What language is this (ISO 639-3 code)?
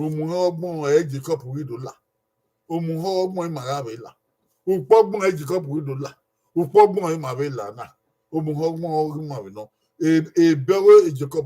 bin